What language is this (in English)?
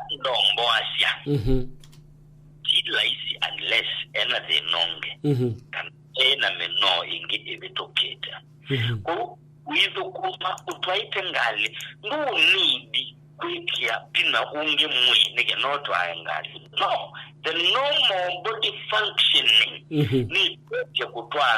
Kamba